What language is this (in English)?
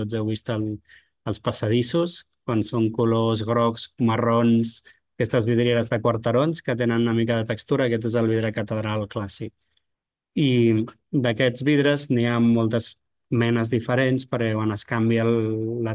Catalan